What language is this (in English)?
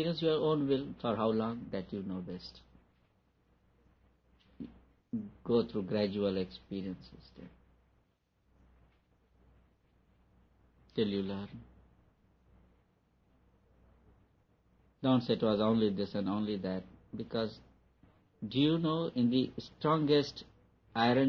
English